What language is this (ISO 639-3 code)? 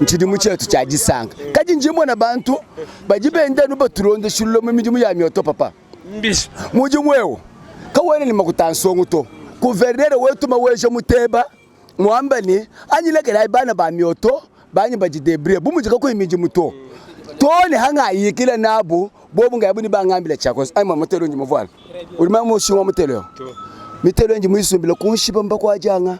lua